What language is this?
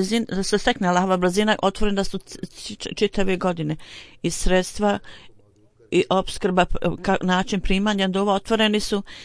Bosnian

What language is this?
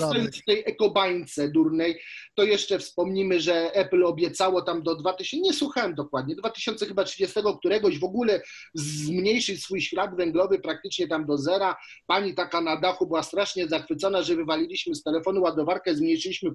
Polish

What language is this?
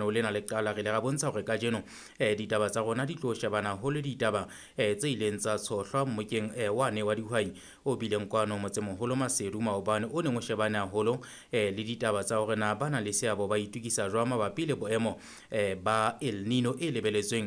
Southern Sotho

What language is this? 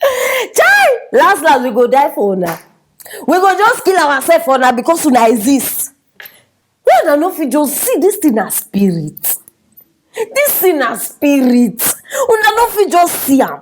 Nigerian Pidgin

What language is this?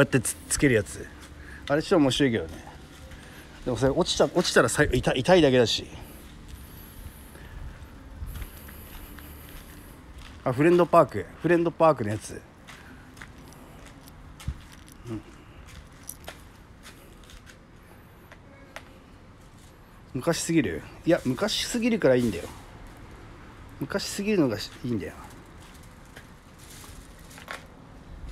Japanese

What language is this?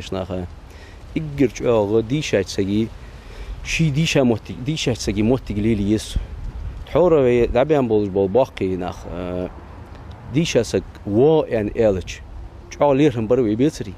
Ingush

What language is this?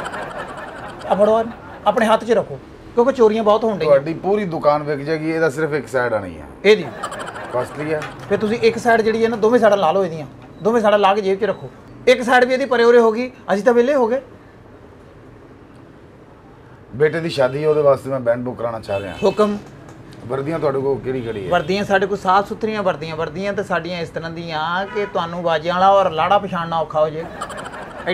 Punjabi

